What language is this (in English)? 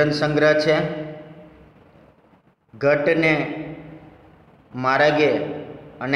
Gujarati